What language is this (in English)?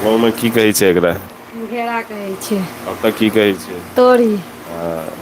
Maithili